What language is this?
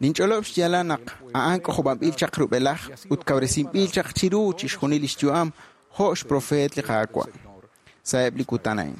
Kekchí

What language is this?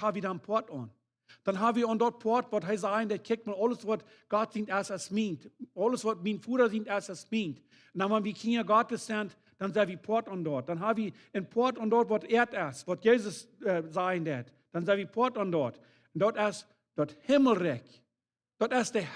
Plautdietsch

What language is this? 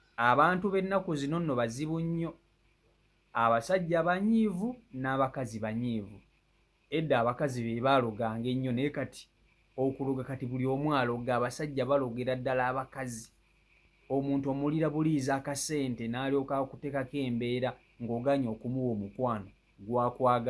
Ganda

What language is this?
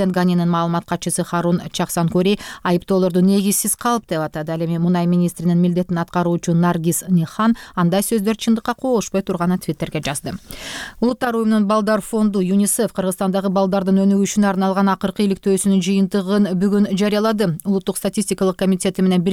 Kyrgyz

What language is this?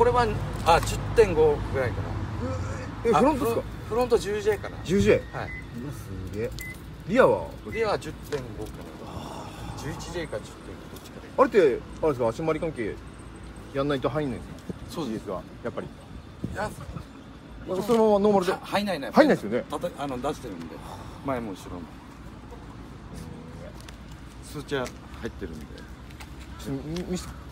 Japanese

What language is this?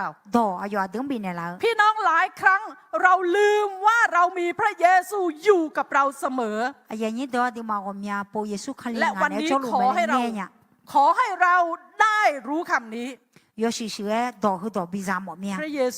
Akha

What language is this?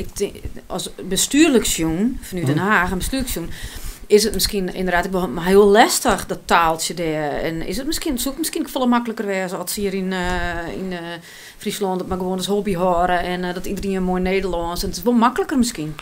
Western Frisian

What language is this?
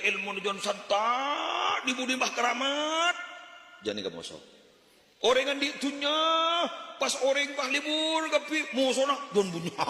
Madurese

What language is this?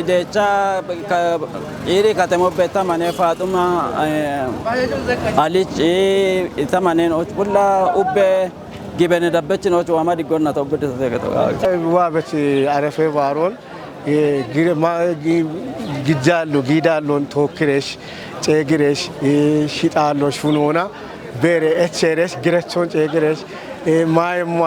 Kafa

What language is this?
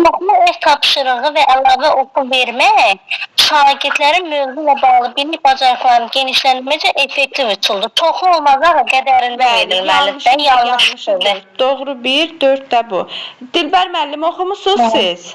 Azerbaijani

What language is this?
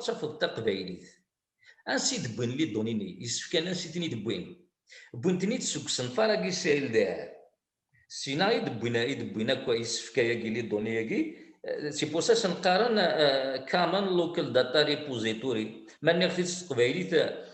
Kabyle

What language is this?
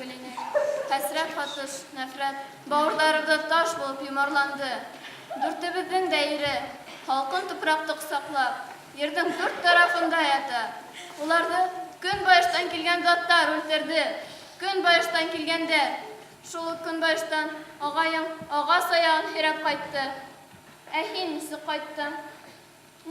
Bashkir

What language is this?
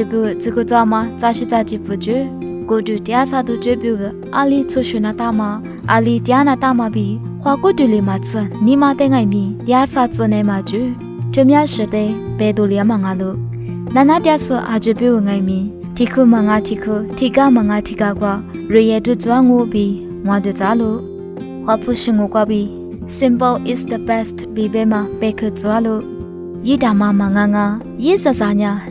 Lisu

